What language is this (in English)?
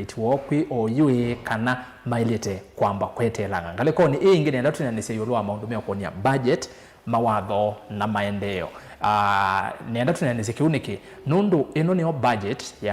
Kamba